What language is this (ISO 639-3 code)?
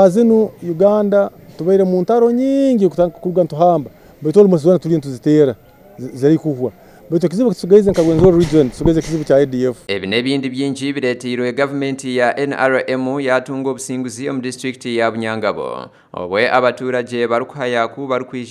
nyn